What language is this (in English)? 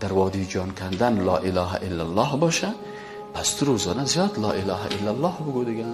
Persian